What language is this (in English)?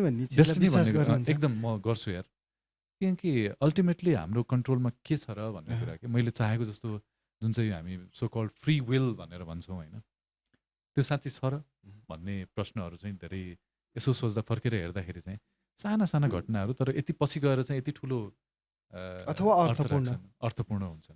Nepali